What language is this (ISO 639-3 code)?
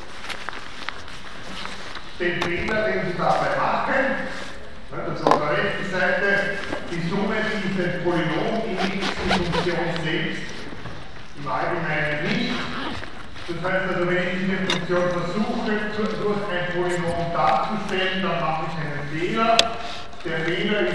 deu